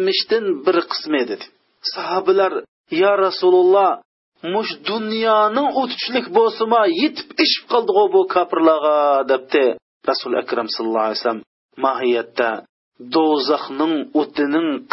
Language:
Uyghur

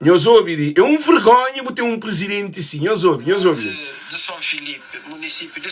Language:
Kabuverdianu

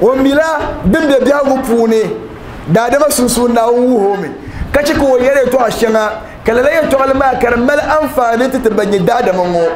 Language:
Dagbani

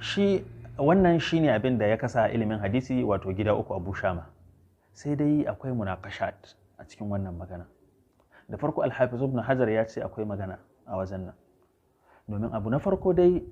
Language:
Hausa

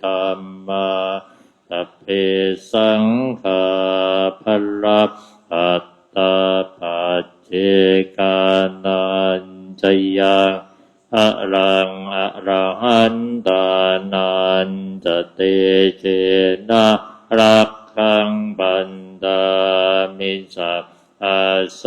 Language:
Pali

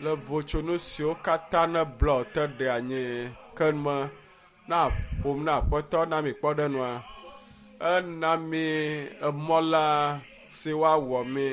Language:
Ewe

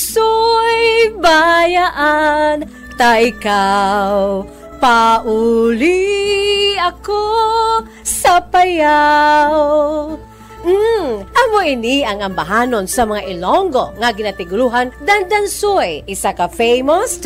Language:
Hiligaynon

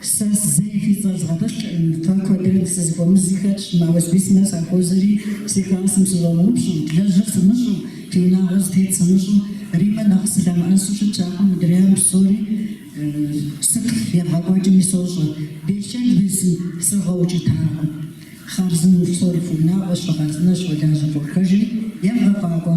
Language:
Kabardian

